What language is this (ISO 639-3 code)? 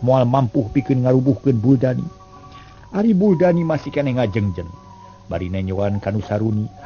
sun